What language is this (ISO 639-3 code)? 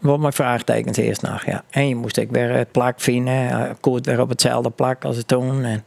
fry